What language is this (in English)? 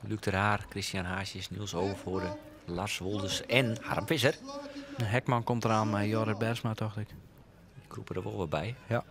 Western Frisian